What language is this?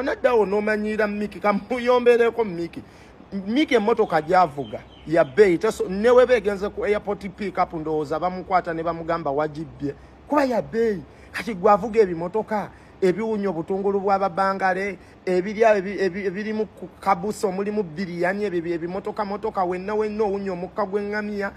Ganda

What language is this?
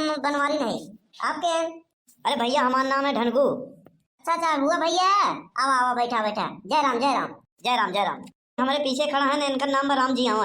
Awadhi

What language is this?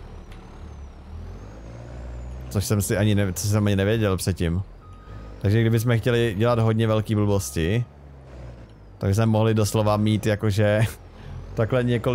Czech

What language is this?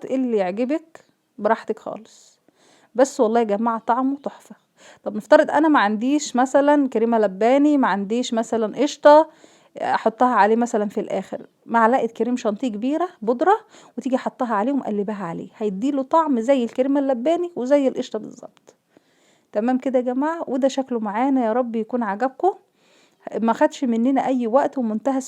Egyptian Arabic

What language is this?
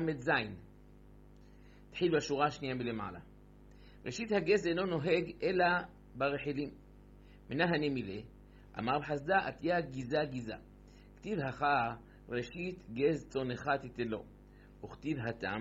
Hebrew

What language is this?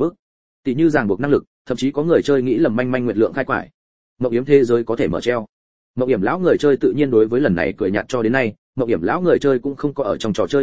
Vietnamese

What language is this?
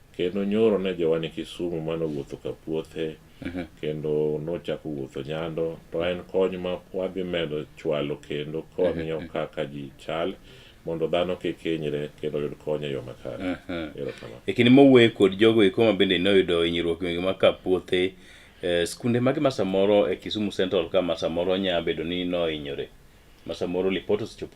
Luo (Kenya and Tanzania)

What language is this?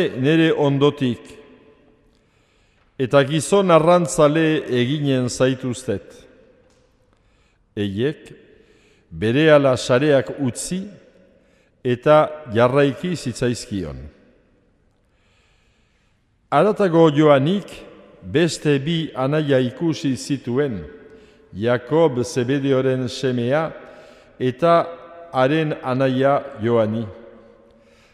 Basque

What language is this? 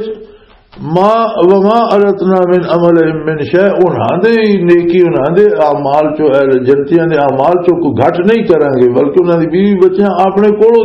Western Panjabi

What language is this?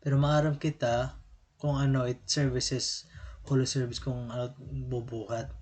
Waray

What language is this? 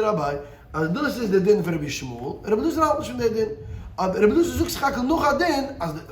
Yiddish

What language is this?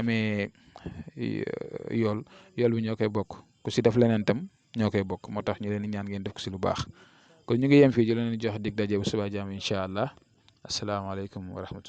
Wolof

